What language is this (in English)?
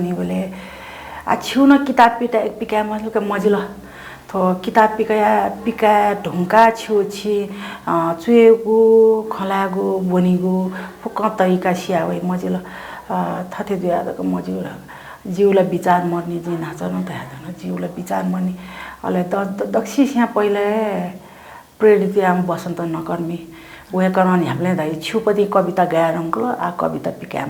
Newari